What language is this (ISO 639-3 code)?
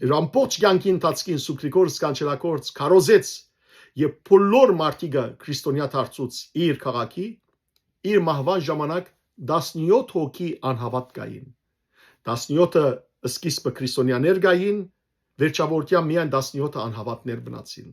hyw